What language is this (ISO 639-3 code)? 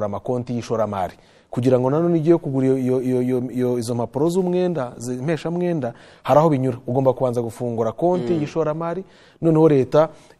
kin